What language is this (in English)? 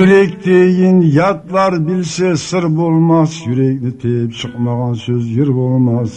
Kumyk